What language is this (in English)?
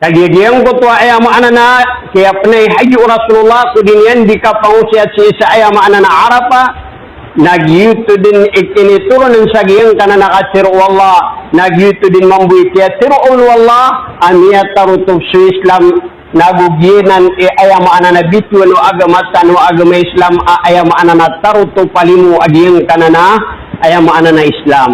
Maranao